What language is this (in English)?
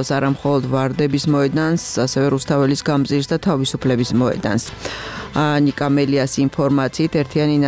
Georgian